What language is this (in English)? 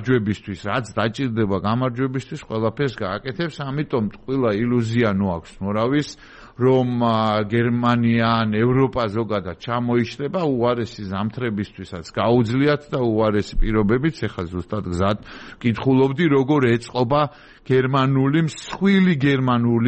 Georgian